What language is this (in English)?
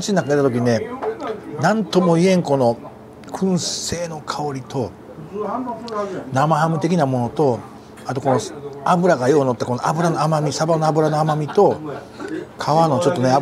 Japanese